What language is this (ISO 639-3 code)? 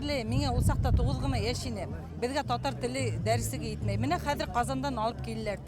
bak